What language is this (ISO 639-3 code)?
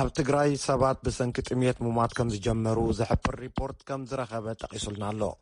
tir